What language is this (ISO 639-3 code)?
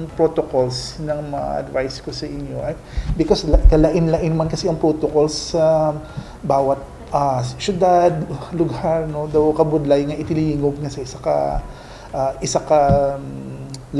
hil